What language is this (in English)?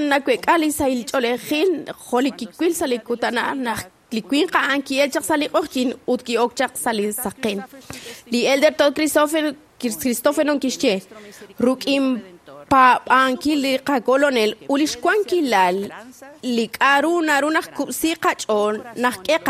Kekchí